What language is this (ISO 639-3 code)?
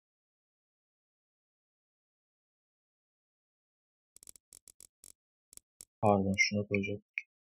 tur